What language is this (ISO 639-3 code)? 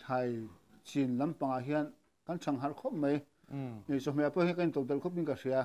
lus